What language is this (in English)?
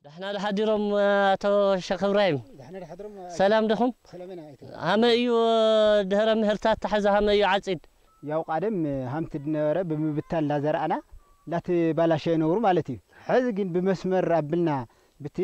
Tigrinya